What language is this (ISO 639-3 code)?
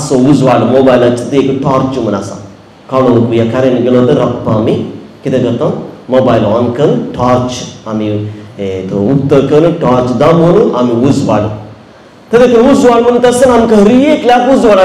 kok